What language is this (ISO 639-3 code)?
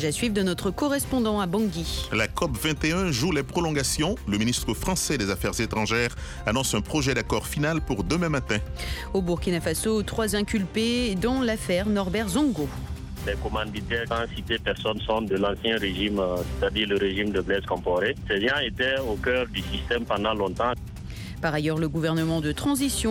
fra